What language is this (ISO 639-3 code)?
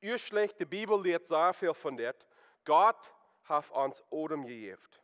pdt